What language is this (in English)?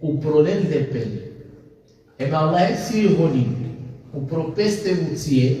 Balkan Romani